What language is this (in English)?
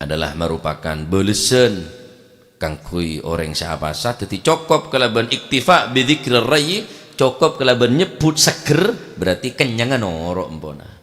Madurese